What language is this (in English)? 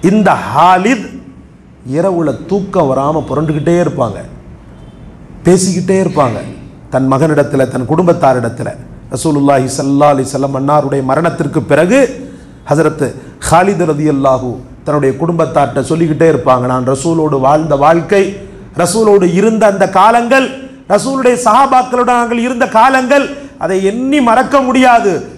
Tamil